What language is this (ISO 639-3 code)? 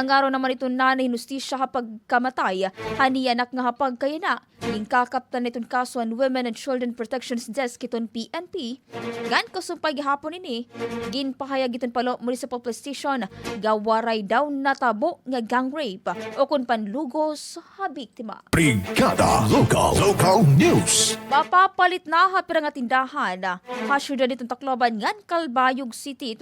war